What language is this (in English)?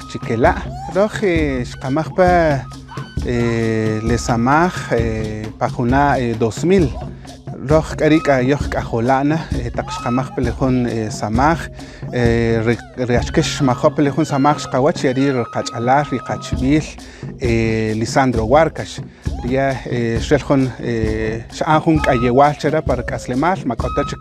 Kaqchikel